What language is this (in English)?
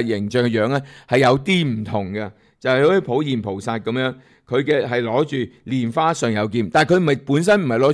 Cantonese